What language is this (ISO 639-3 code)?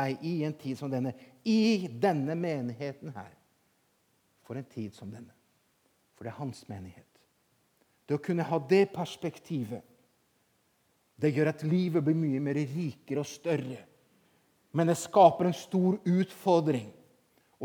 nor